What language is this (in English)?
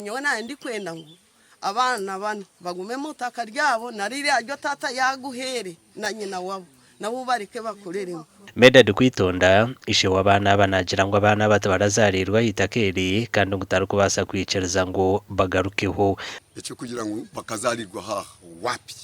Nyankole